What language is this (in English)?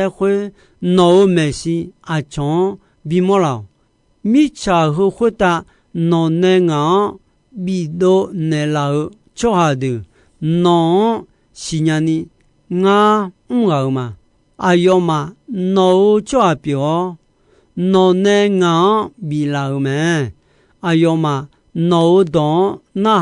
Akha